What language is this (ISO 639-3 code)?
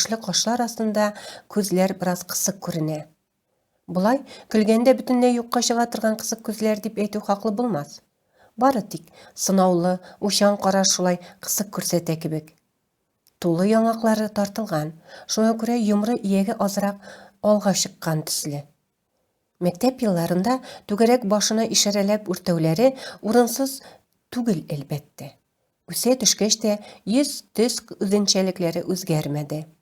tat